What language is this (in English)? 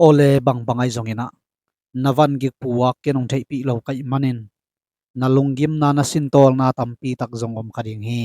Tedim Chin